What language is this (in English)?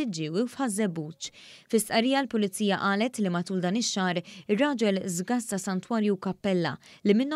Maltese